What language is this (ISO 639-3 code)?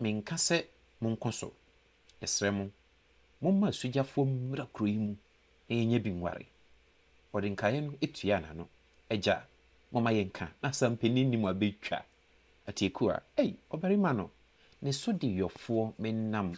aka